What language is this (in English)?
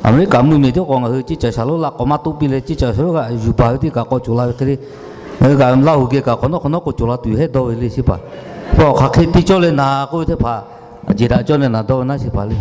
Lahu